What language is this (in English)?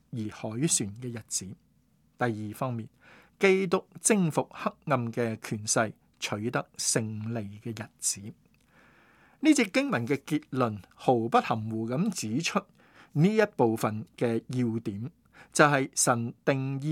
Cantonese